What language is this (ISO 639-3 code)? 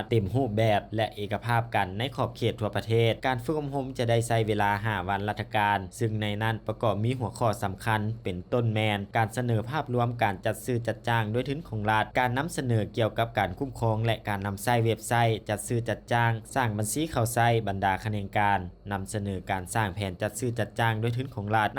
lao